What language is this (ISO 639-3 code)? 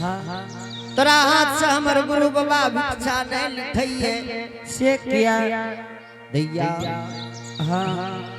anp